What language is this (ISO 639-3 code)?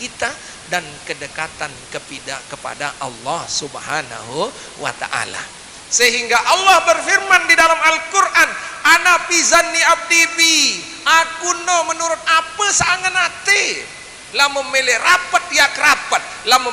sas